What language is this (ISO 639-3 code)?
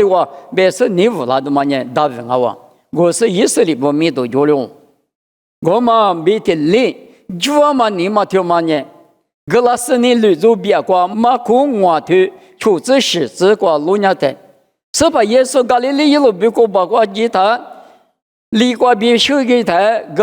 lis